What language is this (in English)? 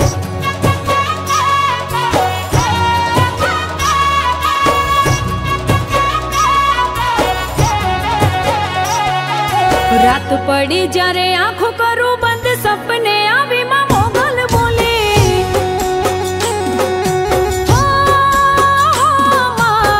Gujarati